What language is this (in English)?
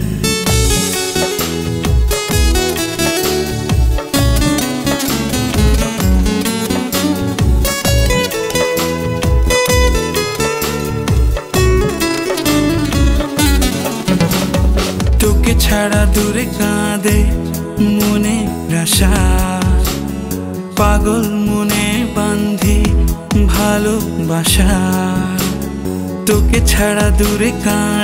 Bangla